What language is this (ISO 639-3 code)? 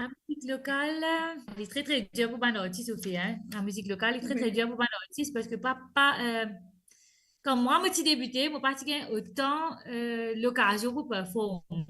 mfe